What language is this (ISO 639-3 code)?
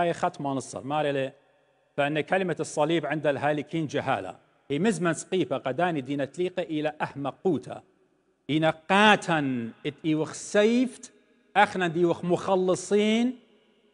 aii